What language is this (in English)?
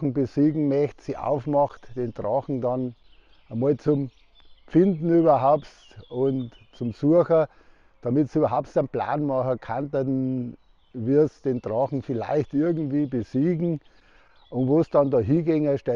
Bavarian